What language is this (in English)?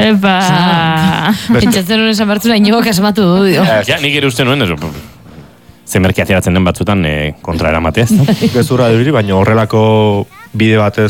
Basque